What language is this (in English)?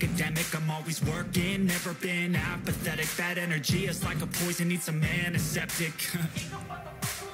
English